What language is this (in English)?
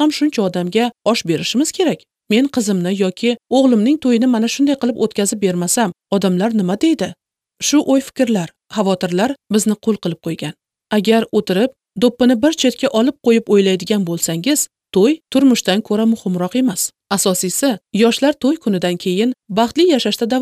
Uzbek